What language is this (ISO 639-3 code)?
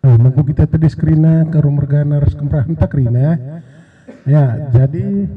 btx